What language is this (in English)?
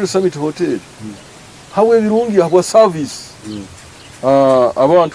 Nyoro